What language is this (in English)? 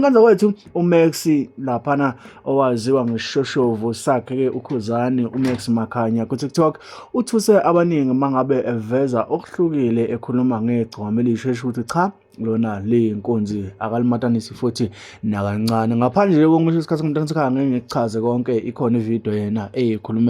Zulu